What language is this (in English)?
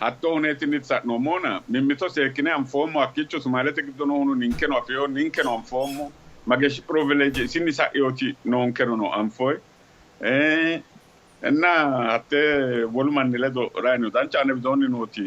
Sidamo